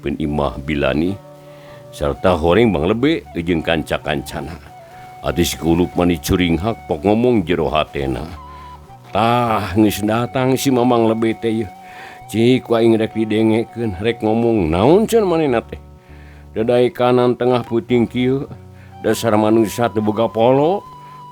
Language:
Sundanese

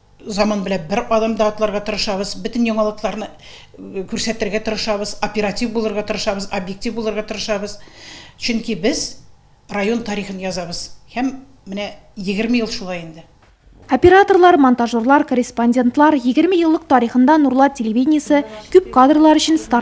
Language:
Tatar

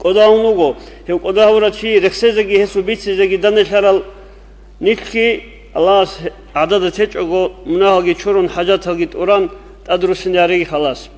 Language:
Avaric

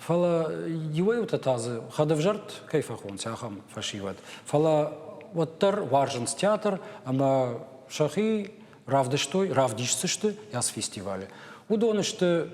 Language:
Ossetic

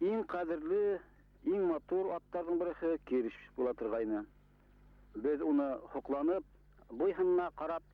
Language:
Bashkir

